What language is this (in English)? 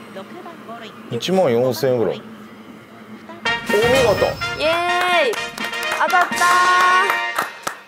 Japanese